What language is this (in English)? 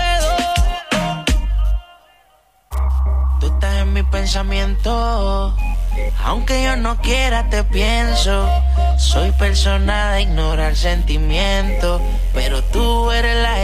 Spanish